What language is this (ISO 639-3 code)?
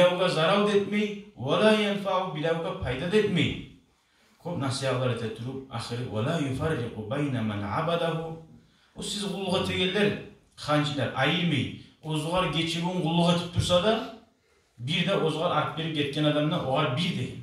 kum